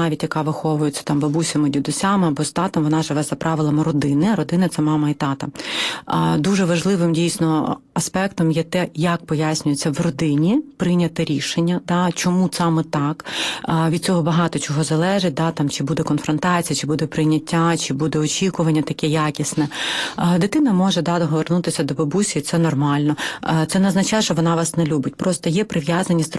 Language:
Ukrainian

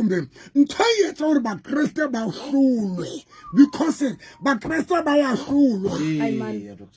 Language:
Southern Sotho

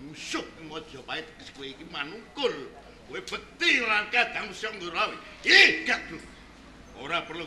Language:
Javanese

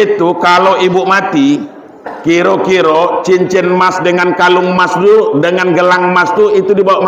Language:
Minangkabau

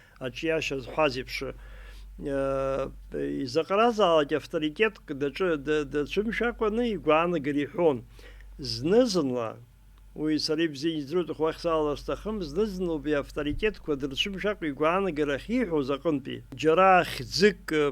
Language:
Abkhazian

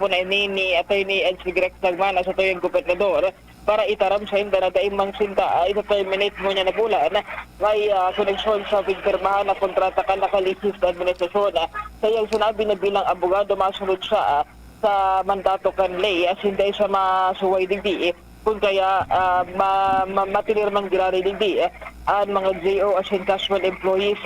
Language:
Bikol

